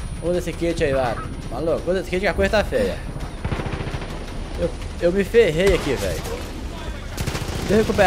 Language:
Portuguese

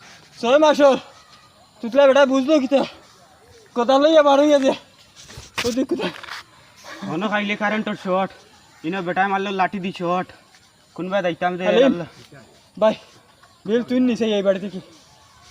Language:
Sylheti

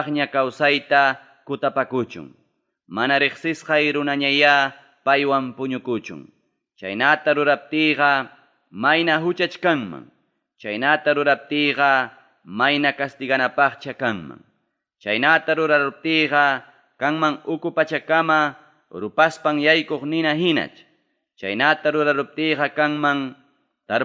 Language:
Ayacucho Quechua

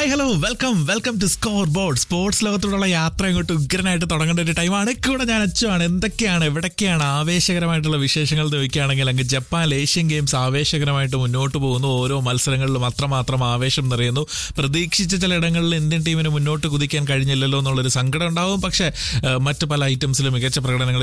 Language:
Malayalam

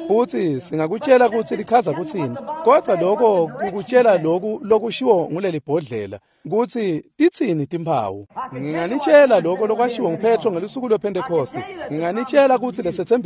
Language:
Swati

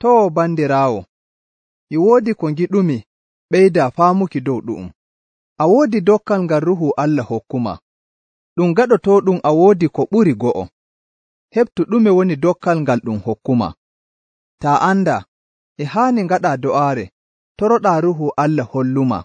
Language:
Nigerian Fulfulde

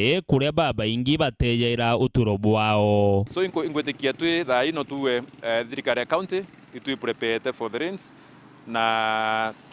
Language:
Meru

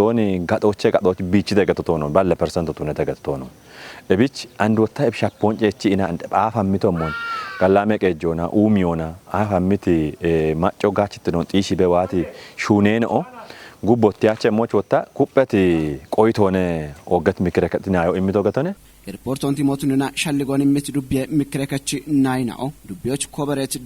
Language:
Kafa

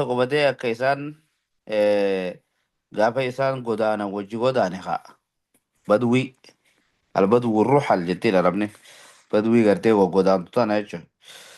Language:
Oromo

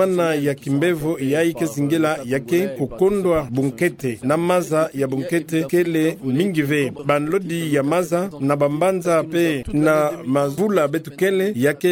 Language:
Kituba (Democratic Republic of Congo)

